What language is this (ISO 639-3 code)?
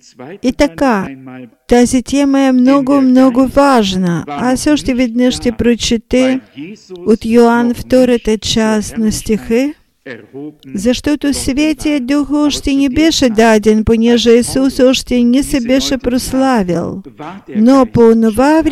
bul